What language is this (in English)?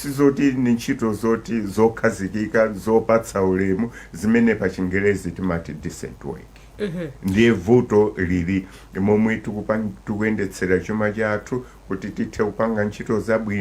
Nyanja